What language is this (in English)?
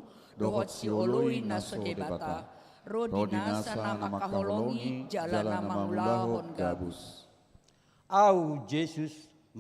Batak Toba